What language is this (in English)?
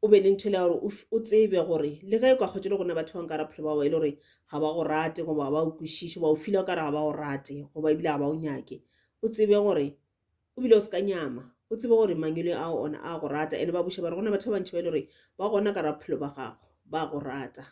Northern Sotho